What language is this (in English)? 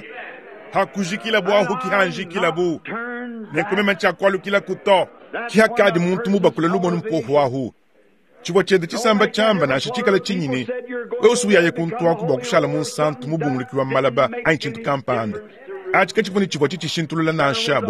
Luba-Lulua